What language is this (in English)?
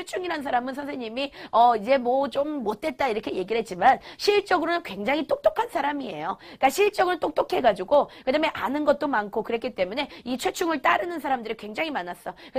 Korean